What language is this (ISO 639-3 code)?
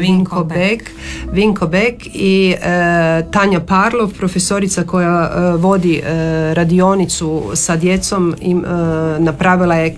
hrv